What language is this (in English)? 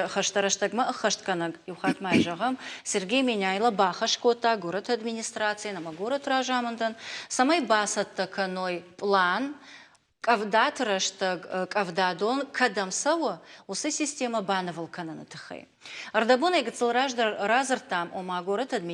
Ossetic